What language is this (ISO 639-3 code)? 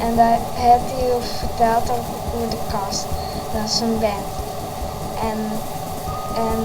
fry